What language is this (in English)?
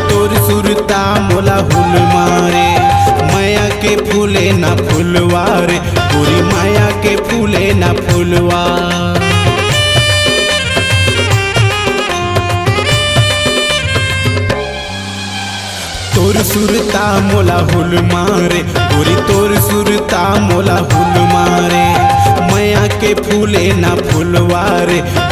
Chhattisgarhi